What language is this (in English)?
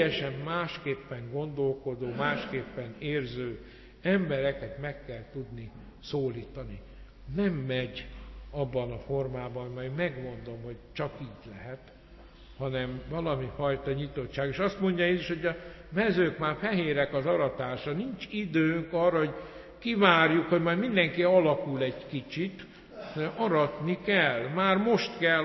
Hungarian